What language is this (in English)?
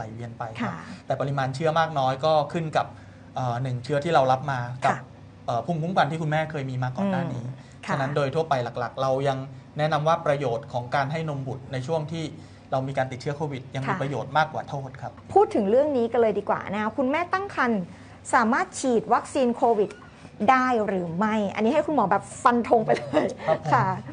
Thai